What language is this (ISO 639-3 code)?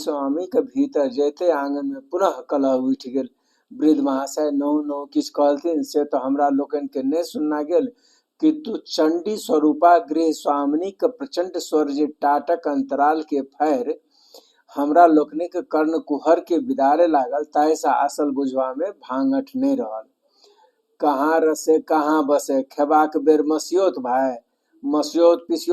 mai